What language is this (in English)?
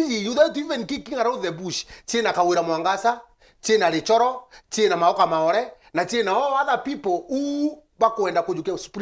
Meru